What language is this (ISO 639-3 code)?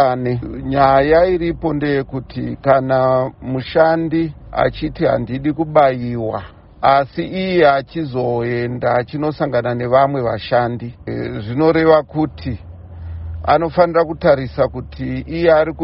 sna